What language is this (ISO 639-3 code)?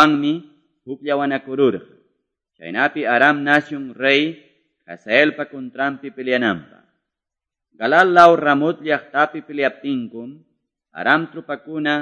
que